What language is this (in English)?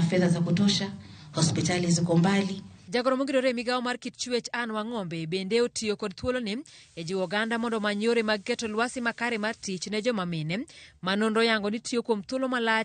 Luo (Kenya and Tanzania)